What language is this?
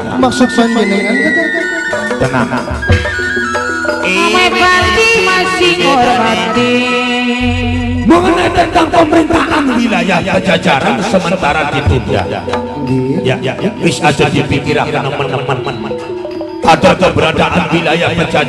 Javanese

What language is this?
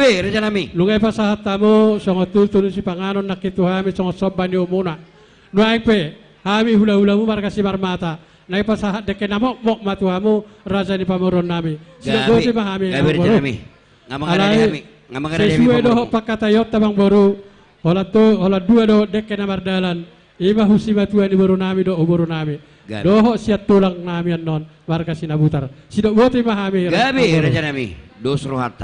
Batak Toba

